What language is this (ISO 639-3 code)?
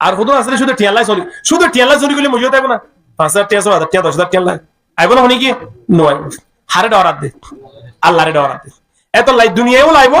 rhg